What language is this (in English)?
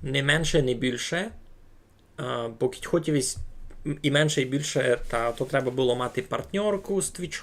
Rusyn